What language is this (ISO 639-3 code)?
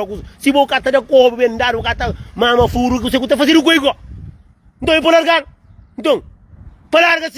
kea